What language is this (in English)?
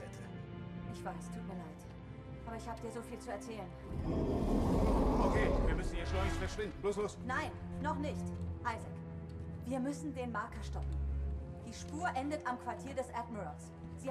Swiss German